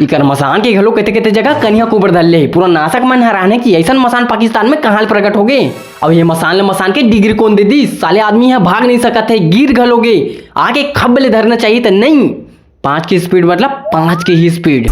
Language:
Chhattisgarhi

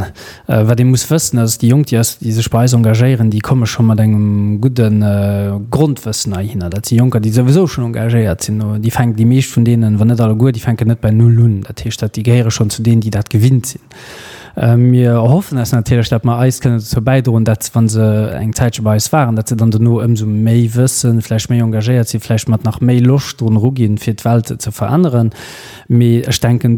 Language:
Luxembourgish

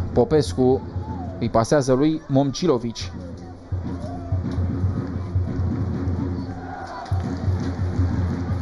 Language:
Romanian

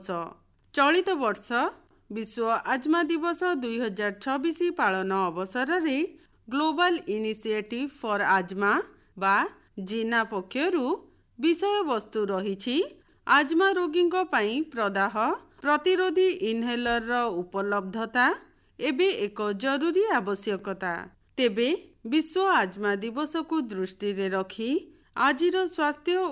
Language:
Odia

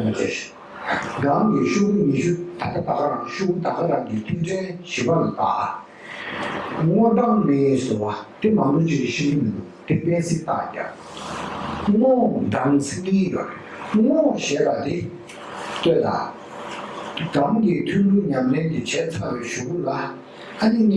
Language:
Tibetan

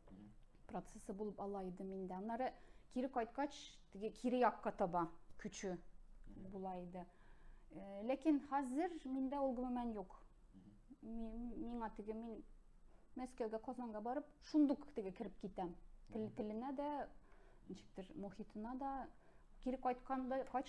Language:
Tatar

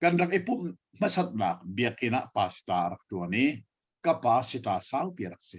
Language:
Hakha Chin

